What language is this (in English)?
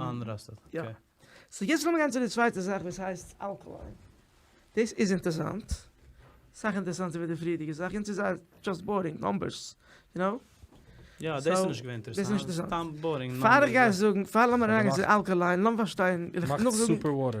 Yiddish